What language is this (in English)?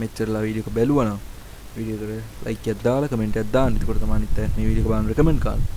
Sinhala